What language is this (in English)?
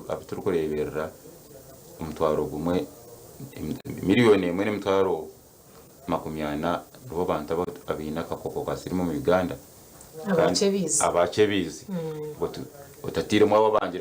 Nyankole